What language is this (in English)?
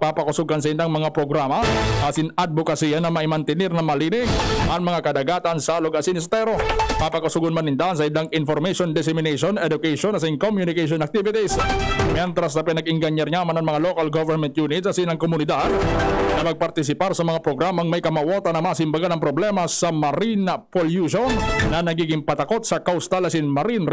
Bikol